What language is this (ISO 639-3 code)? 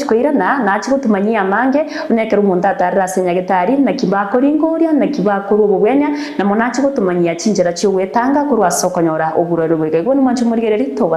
guz